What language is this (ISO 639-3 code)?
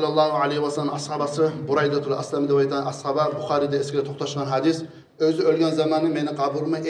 kum